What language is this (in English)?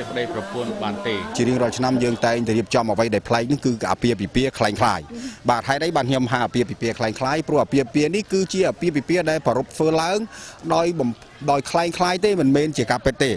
Khmer